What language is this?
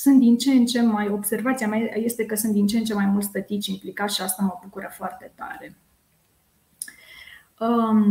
Romanian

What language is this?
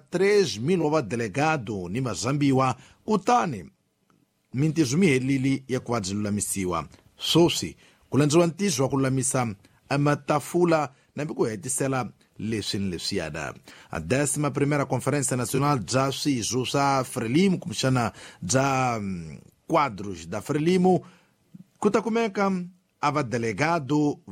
Tsonga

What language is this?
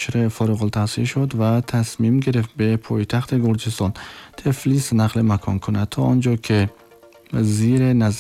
Tajik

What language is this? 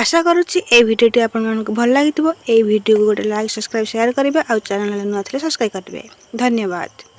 Odia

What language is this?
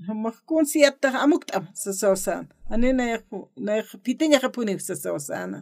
Aymara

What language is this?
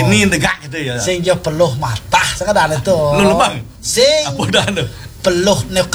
Balinese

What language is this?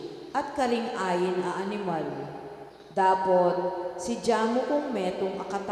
Pampanga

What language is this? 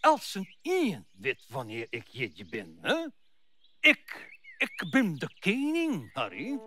Western Frisian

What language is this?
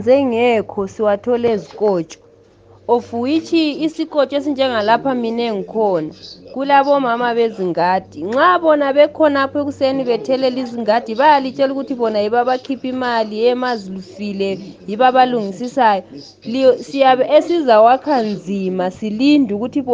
North Ndebele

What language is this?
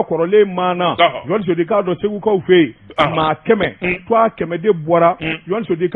Bambara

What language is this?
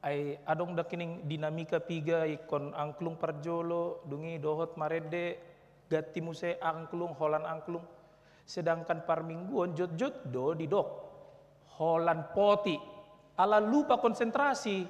Batak Toba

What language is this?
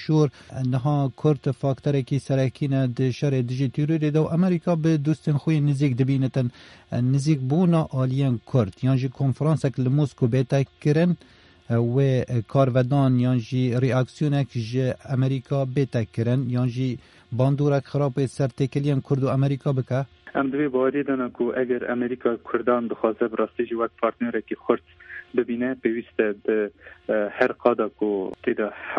Kurdish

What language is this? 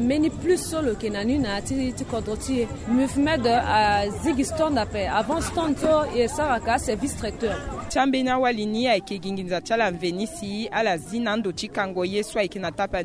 Sango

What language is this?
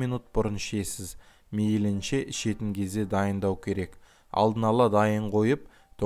Kazakh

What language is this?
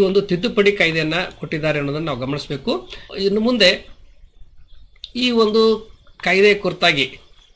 Kannada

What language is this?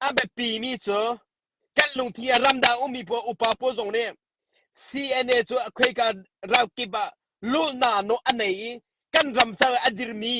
Hakha Chin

